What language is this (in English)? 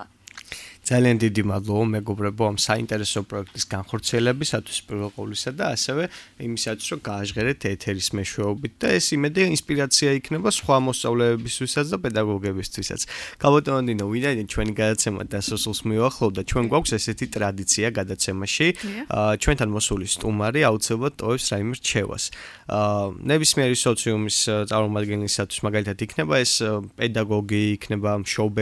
Georgian